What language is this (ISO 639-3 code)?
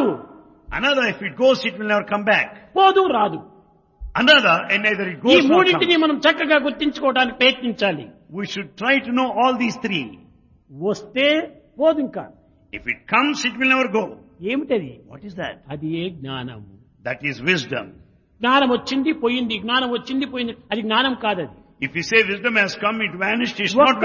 tel